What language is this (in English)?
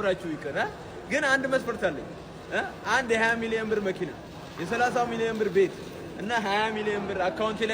Amharic